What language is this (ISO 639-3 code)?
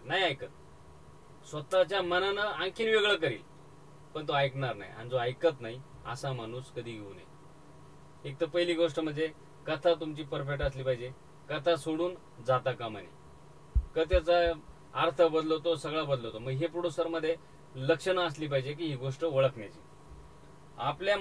mar